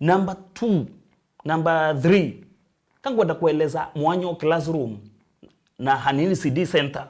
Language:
Meru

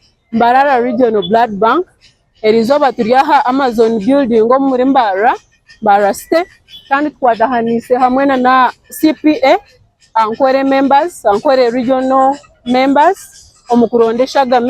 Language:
Nyankole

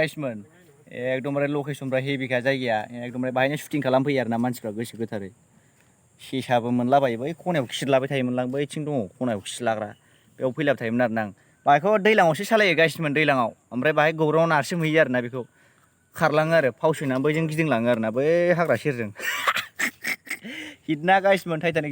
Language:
Bodo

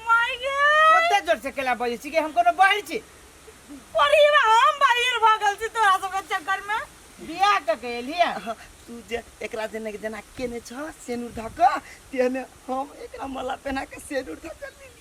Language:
Maithili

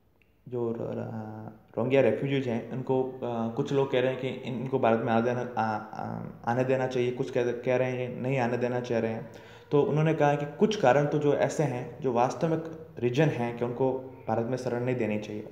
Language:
Hindi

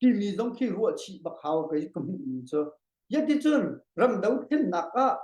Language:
Hakha Chin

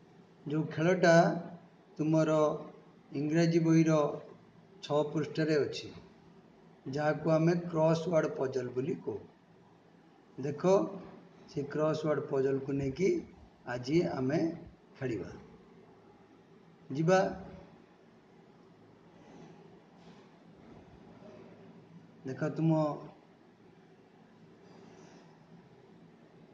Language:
Odia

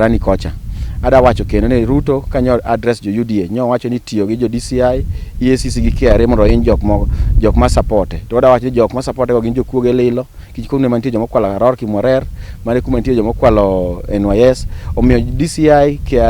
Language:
Luo (Kenya and Tanzania)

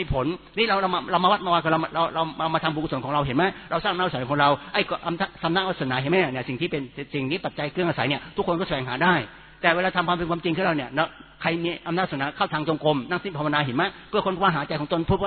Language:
Thai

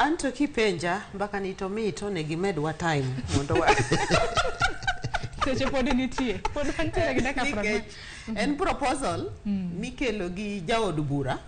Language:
Luo (Kenya and Tanzania)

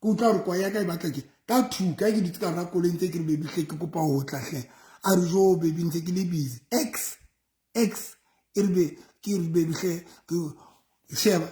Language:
Southern Sotho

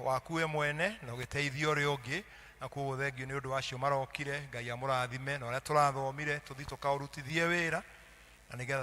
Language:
Kikuyu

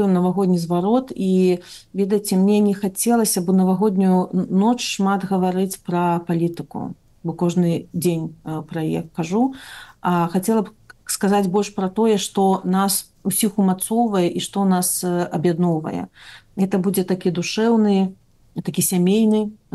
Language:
Belarusian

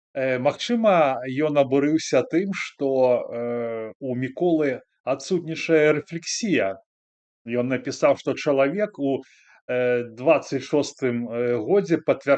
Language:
Belarusian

